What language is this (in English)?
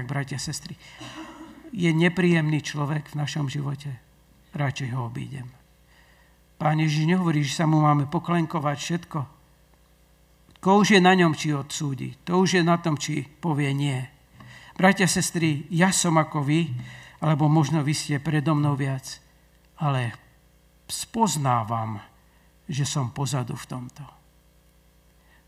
Slovak